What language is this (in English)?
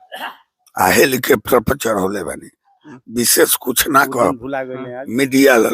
Bhojpuri